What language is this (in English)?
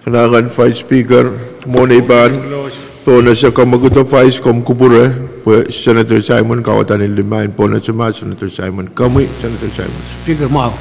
Pohnpeian